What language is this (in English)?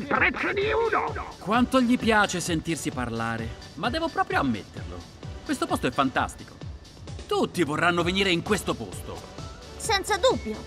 Italian